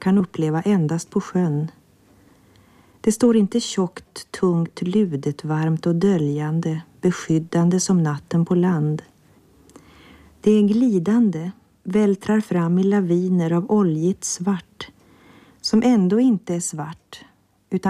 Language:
Swedish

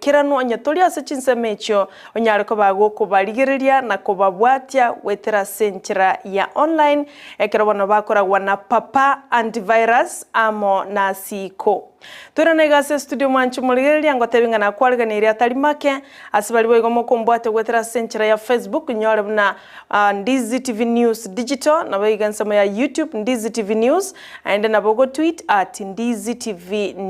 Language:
Gusii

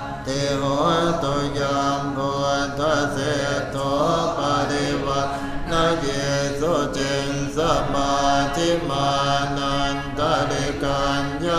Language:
Pali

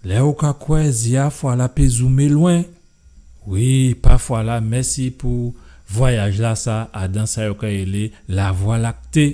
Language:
Guadeloupean Creole French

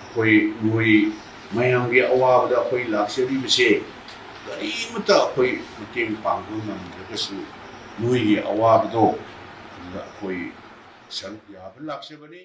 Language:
Manipuri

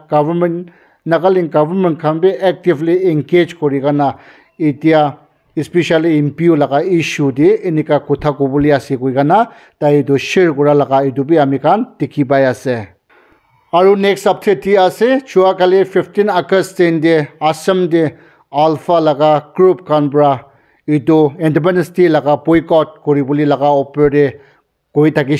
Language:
Naga Pidgin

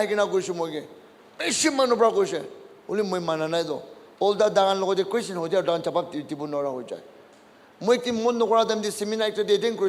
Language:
Naga Pidgin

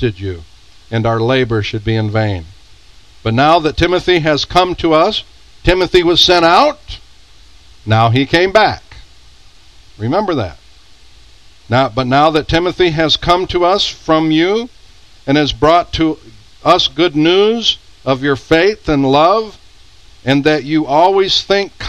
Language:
English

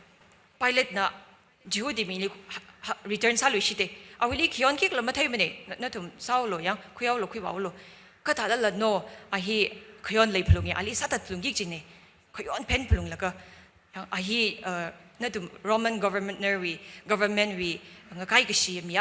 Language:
Tangkhul Naga (India)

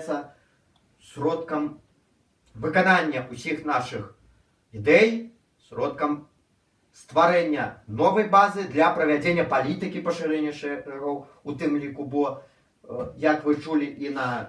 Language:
Belarusian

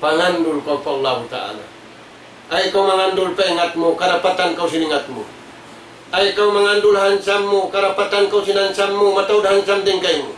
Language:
Tausug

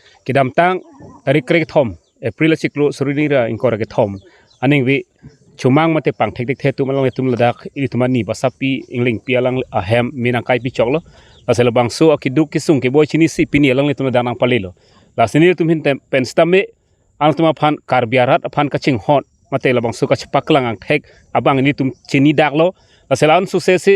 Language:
Karbi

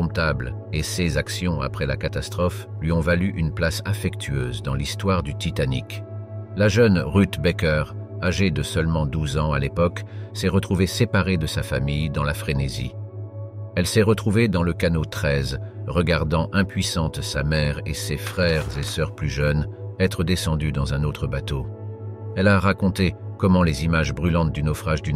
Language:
French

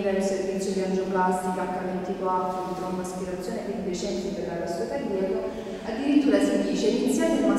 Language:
Italian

